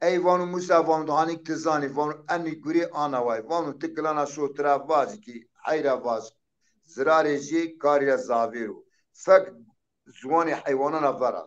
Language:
Zaza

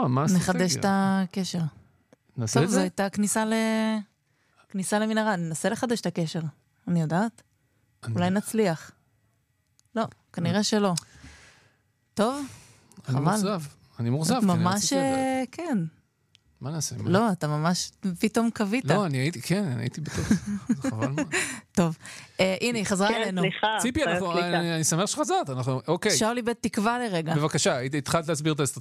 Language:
Hebrew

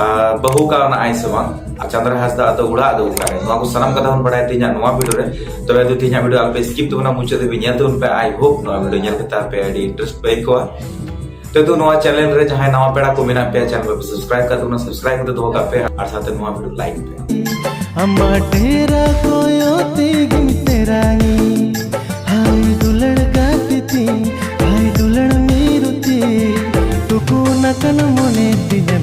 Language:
Santali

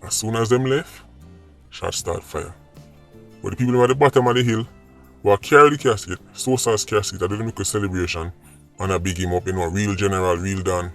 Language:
Jamaican Creole English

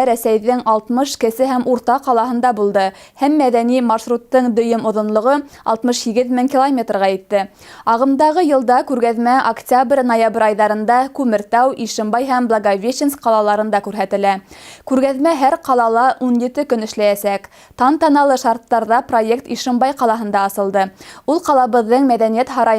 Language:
Bashkir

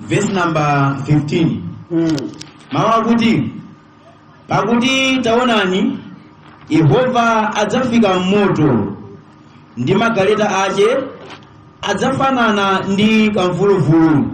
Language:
Nyanja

